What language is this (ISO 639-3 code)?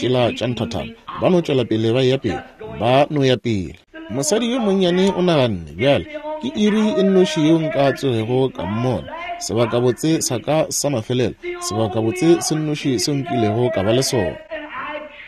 nso